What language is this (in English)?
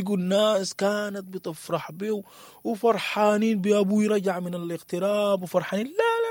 Sudanese Arabic